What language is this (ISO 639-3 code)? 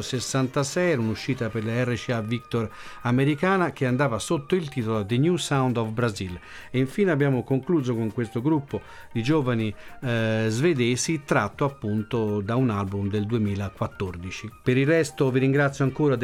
ita